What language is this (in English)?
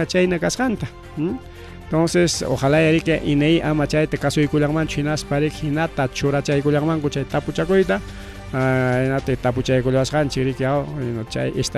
Ayacucho Quechua